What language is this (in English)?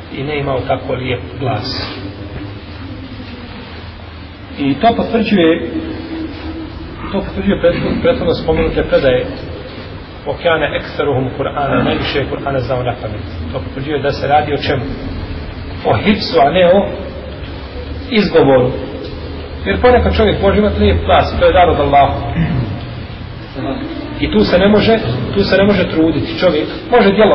Bosnian